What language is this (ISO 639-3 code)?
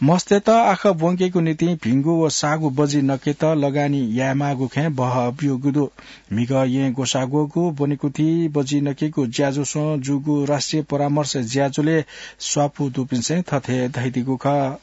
new